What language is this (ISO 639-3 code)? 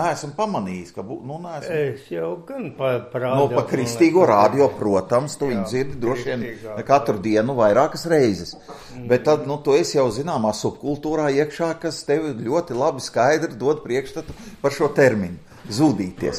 lav